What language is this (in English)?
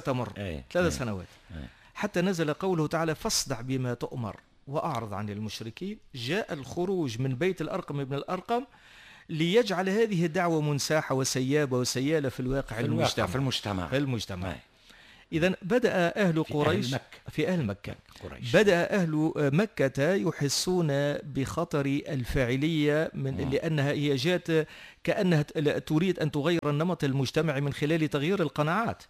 Tunisian Arabic